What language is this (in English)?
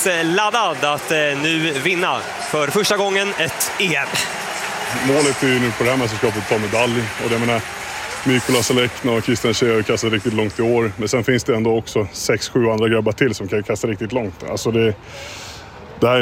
Swedish